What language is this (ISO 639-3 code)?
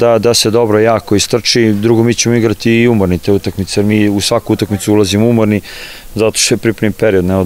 srp